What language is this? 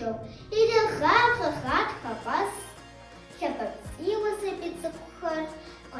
Kabardian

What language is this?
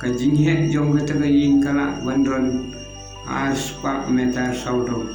Khasi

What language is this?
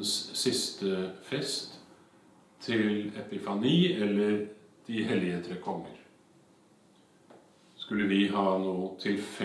Norwegian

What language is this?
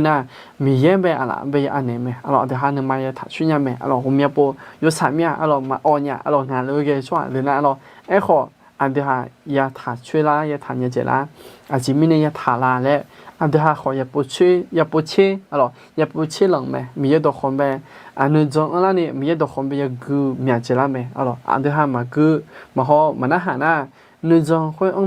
Akha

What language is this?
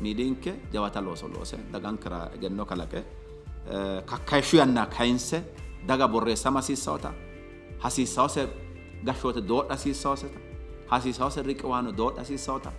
Sidamo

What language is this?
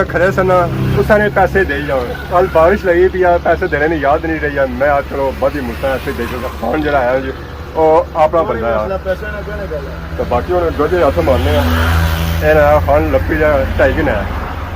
Pahari-Potwari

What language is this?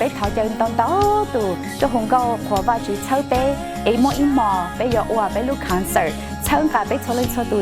Hmong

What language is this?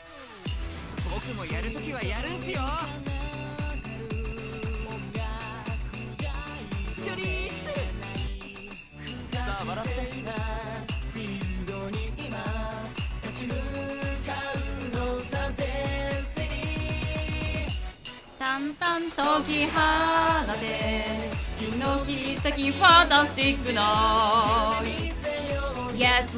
Japanese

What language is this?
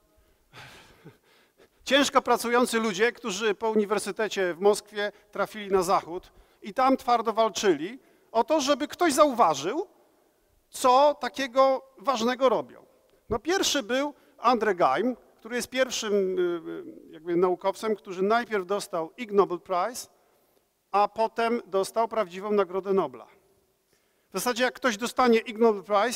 Polish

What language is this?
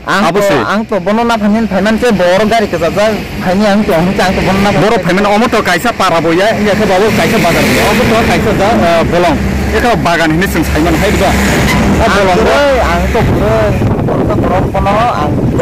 Riang (India)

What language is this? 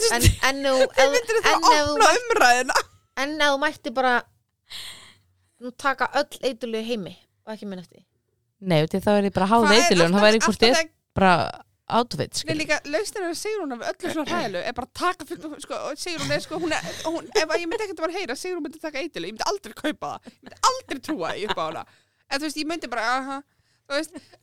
Icelandic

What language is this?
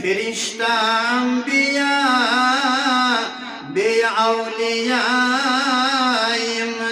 Kashmiri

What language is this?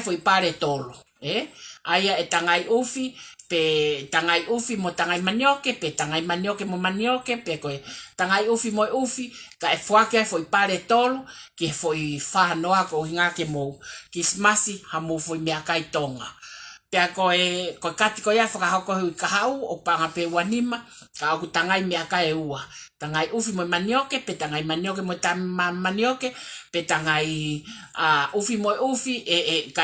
Tongan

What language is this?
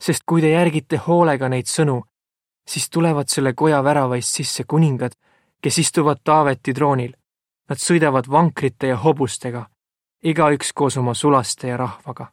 Estonian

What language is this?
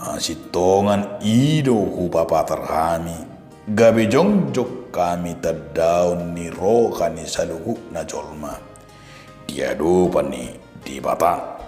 Batak Toba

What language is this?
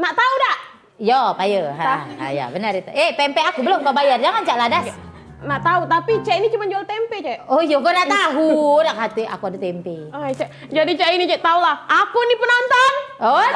Musi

